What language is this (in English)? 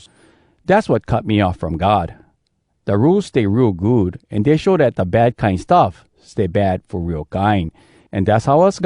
Hawai'i Creole English